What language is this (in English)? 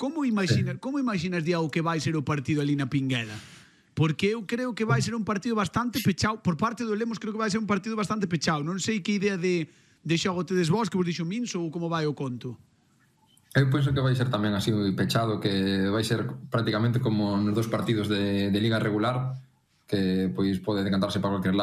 Galician